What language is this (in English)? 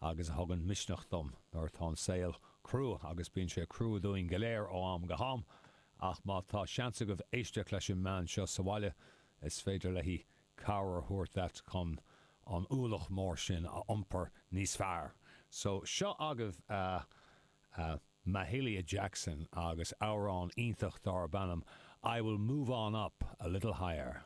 Irish